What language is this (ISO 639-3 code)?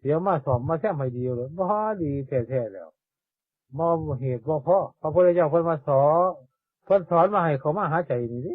tts